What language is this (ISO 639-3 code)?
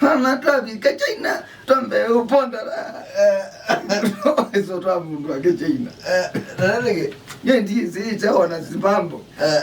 kam